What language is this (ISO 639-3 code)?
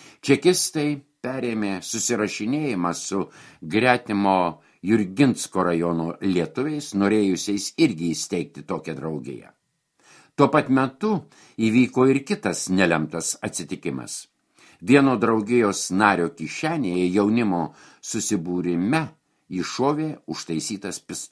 lit